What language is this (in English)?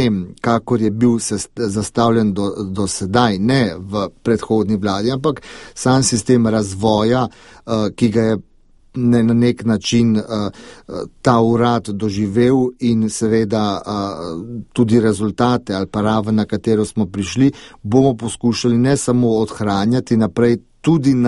Slovenian